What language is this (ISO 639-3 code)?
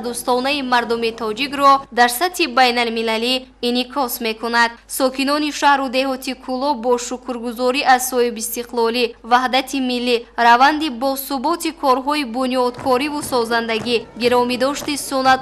tgk